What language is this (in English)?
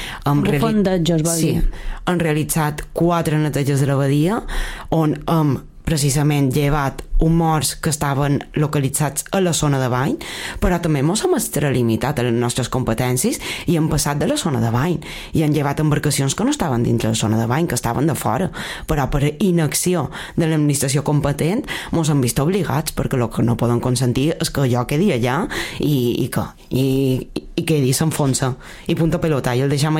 Catalan